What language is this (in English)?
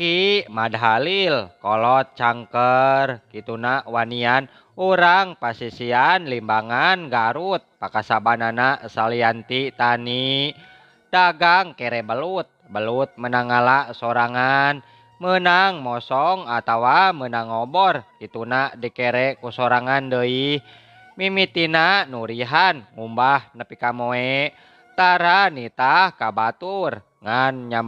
Sundanese